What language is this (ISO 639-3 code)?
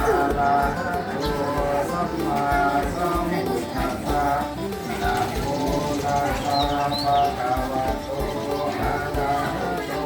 pli